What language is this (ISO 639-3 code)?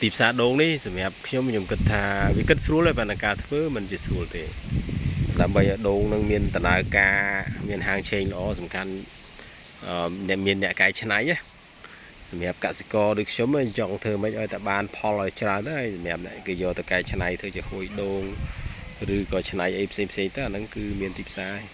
khm